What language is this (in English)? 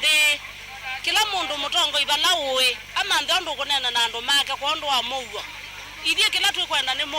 Kamba